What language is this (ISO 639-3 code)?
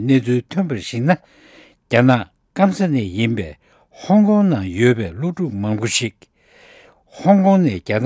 lav